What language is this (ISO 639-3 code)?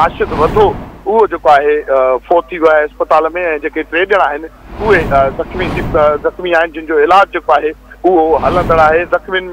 snd